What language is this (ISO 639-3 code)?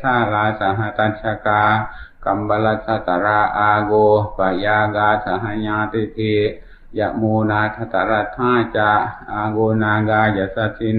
pli